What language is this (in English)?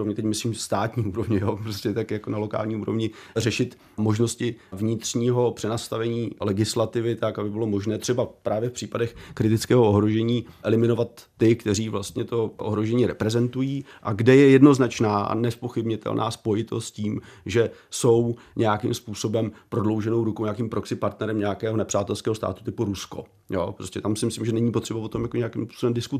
Czech